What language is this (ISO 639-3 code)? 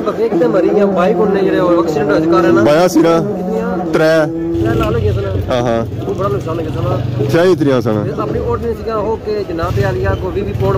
phr